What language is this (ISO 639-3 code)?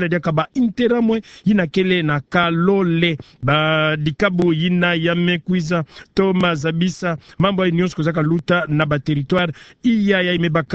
ktu